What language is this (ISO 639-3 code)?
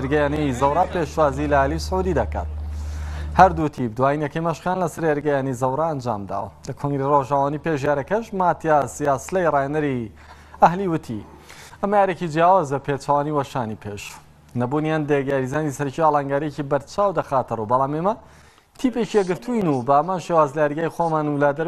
ckb